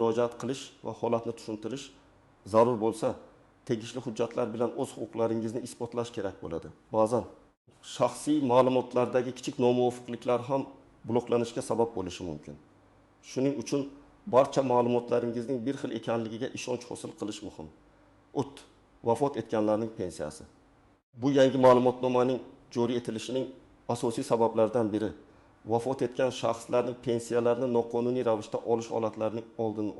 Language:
Uzbek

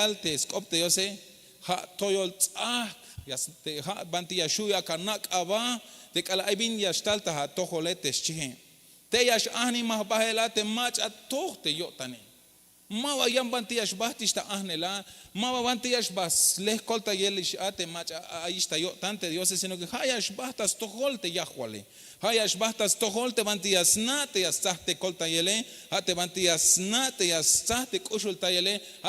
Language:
Tzeltal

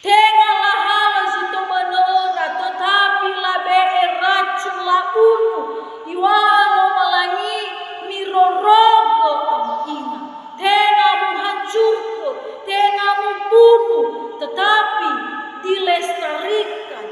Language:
Nias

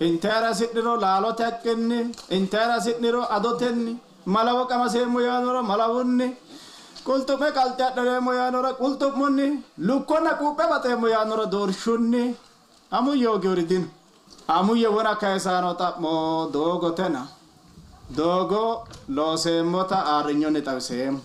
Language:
Sidamo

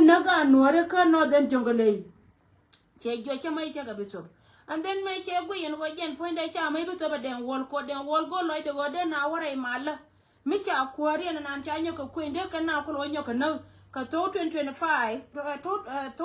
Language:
Nuer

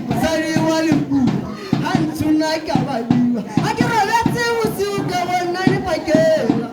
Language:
Tswana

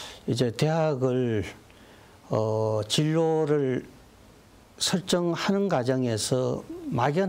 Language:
Korean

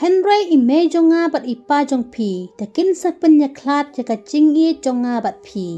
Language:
Khasi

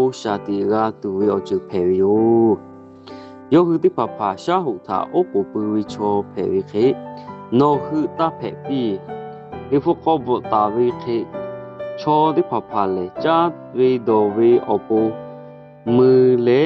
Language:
Lahu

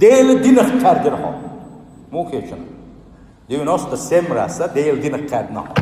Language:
Chechen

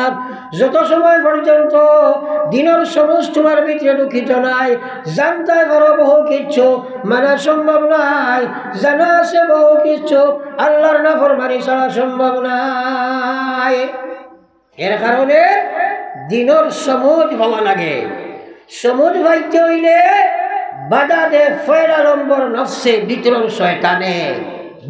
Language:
Sylheti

